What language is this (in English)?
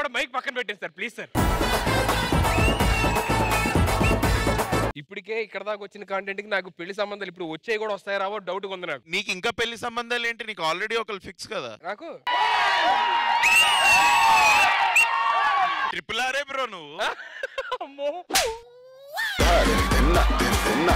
Telugu